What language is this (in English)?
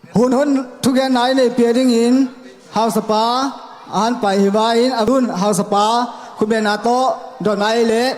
Tedim Chin